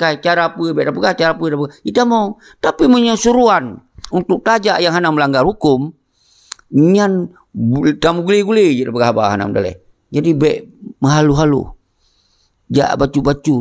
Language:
Achinese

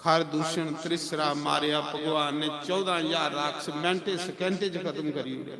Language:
Dogri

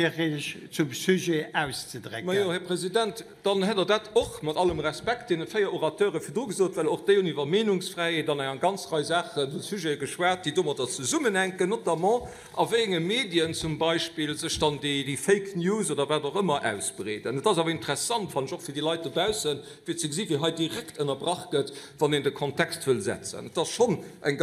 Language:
Luxembourgish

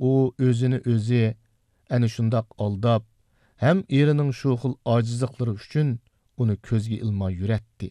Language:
Uyghur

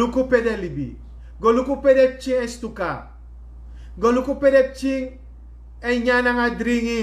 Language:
Sranan Tongo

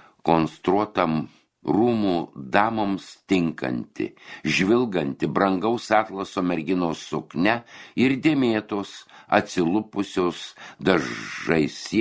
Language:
Lithuanian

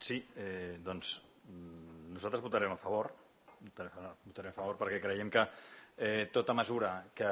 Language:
Catalan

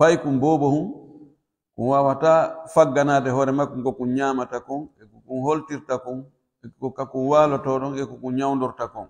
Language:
Pular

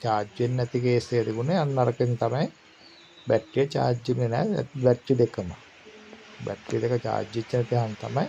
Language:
Sinhala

